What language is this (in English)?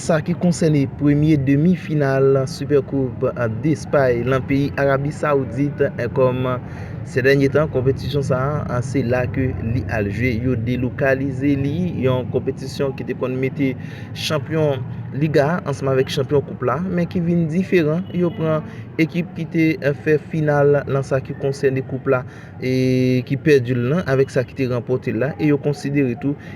Haitian Creole